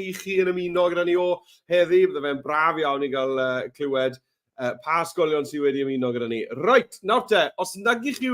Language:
Welsh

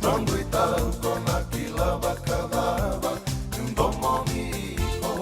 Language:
Fijian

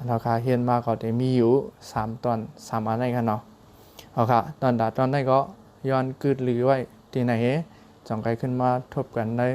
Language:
Shan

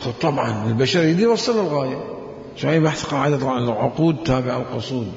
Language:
Mesopotamian Arabic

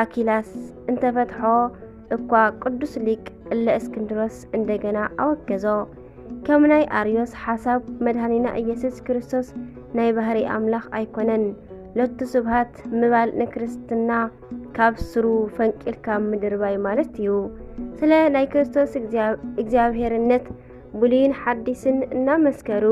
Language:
Tigrinya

